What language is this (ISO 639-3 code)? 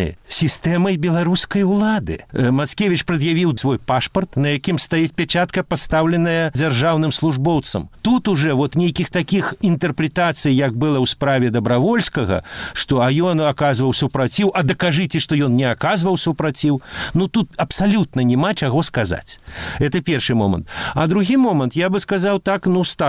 bel